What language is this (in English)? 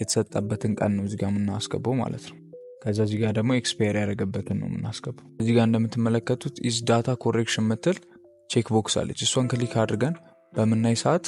Amharic